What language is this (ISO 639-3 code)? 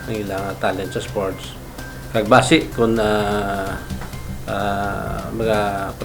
hil